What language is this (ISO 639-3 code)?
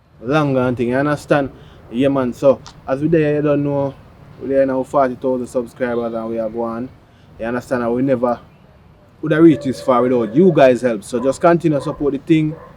jam